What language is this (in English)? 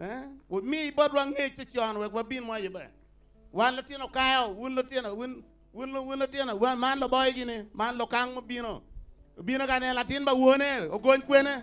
Acoli